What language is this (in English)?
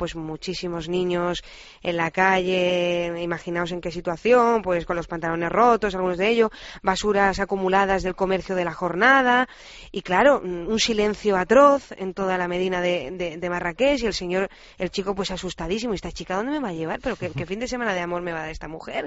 Spanish